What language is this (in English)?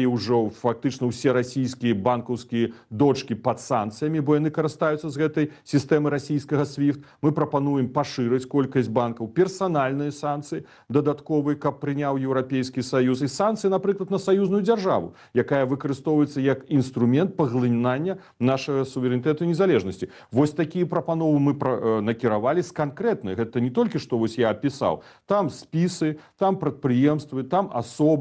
Belarusian